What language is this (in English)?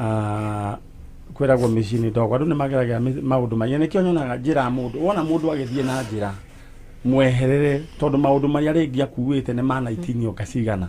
Kikuyu